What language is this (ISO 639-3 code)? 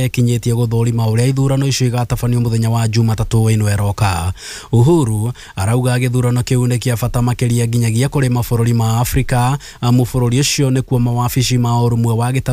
kik